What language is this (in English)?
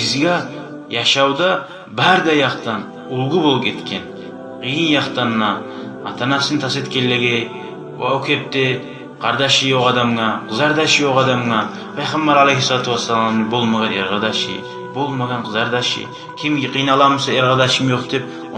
Kumyk